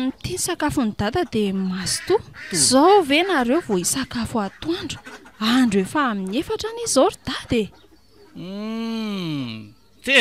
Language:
Malagasy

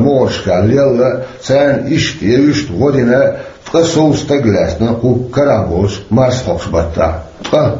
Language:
Chechen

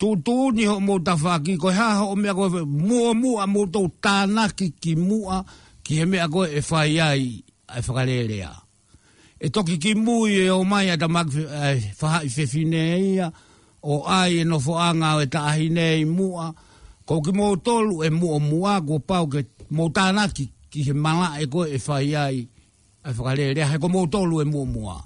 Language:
Tongan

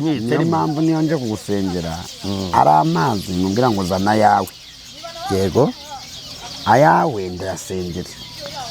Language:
Kinyarwanda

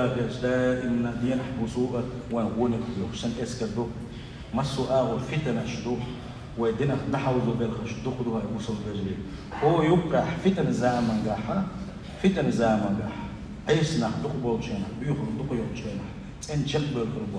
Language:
Chechen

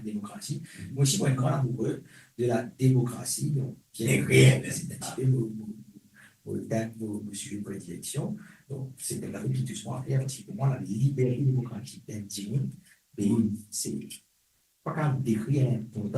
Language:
Morisyen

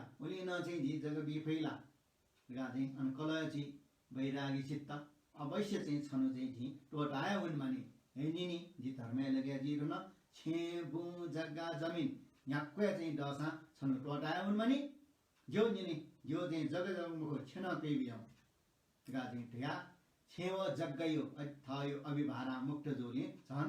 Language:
Newari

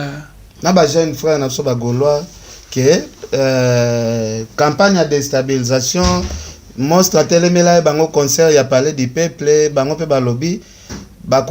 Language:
Lingala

